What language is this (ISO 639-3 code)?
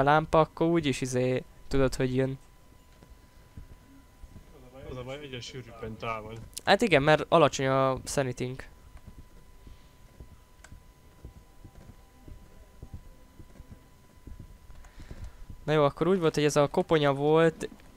hun